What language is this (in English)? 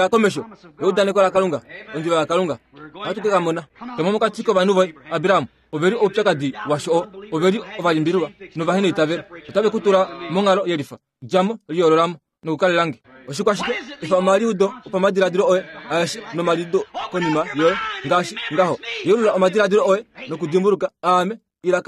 Kuanyama